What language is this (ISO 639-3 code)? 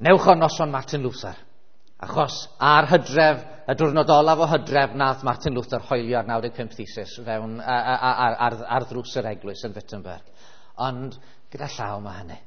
cym